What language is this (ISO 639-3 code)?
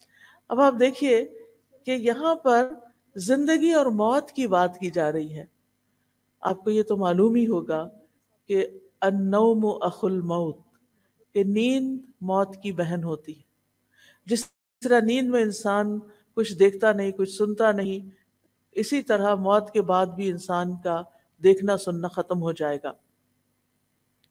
urd